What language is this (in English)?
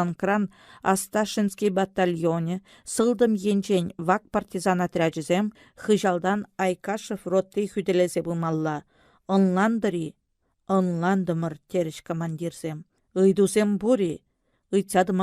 Chuvash